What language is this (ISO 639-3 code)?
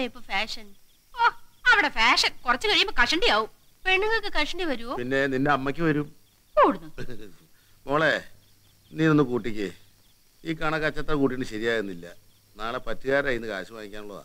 mal